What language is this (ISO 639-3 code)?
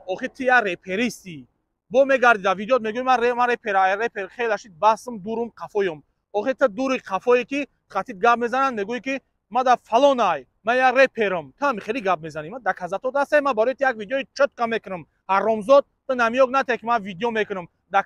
tgk